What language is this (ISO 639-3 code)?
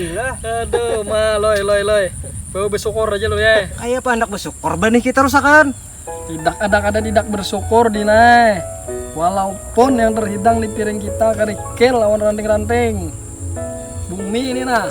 bjn